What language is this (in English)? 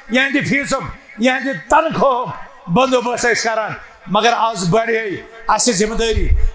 Kashmiri